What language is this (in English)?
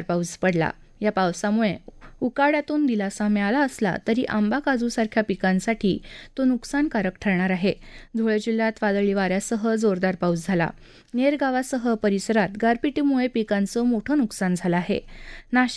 Marathi